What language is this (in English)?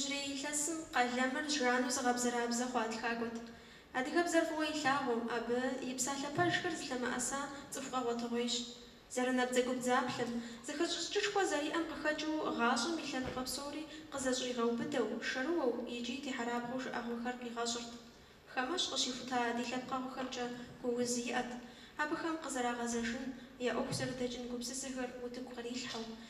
Kabardian